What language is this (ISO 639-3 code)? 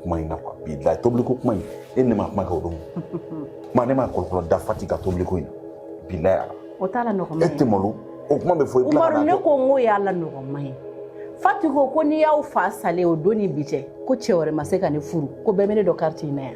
bam